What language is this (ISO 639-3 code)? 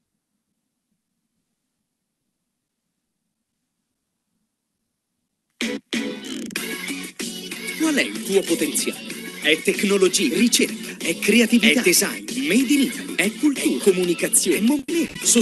ita